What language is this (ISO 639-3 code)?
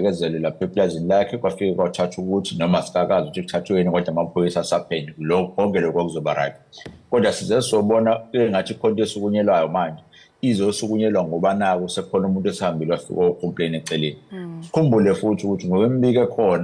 zul